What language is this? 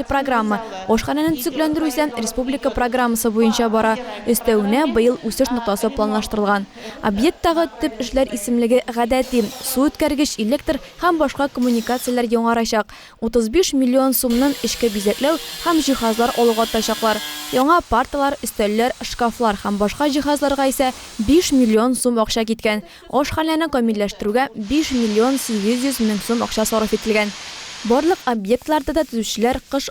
Tatar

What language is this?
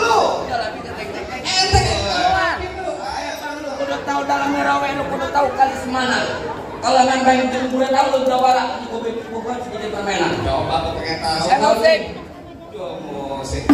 Betawi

